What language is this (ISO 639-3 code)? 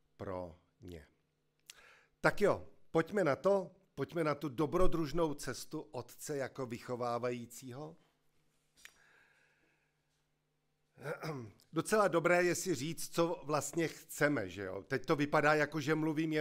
ces